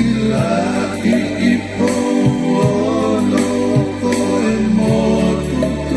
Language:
Tongan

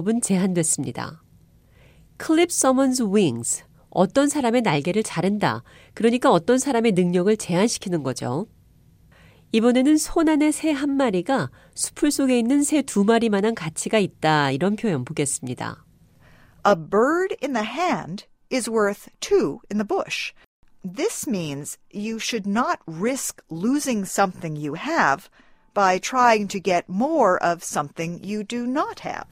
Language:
Korean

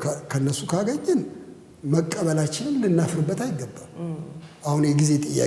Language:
Amharic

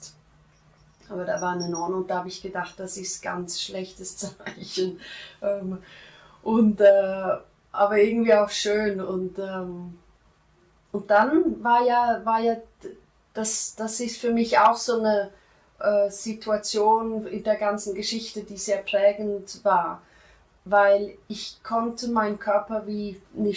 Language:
German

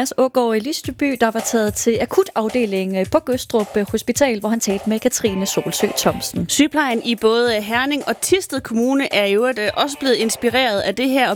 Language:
Danish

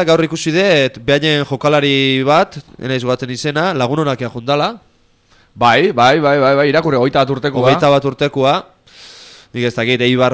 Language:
Basque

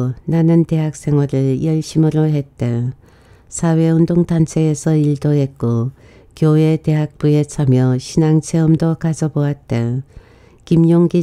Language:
Korean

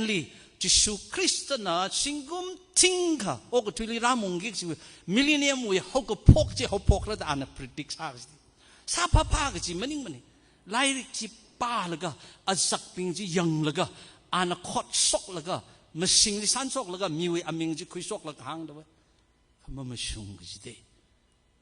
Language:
Tangkhul Naga (India)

